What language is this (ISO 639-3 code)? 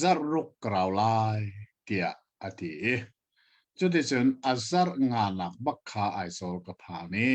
cnh